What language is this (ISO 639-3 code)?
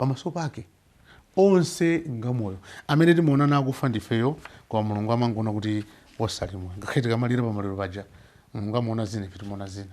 nya